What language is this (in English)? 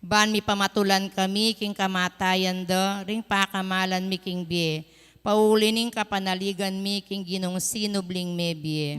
Pampanga